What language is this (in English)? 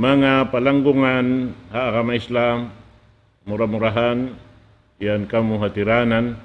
Tausug